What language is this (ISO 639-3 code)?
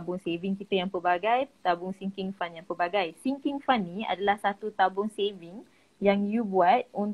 msa